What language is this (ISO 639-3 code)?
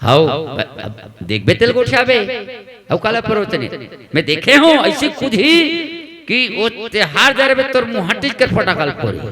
hne